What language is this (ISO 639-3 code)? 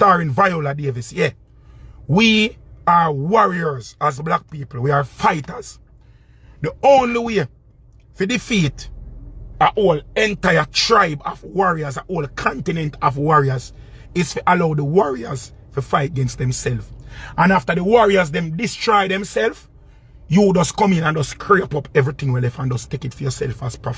jam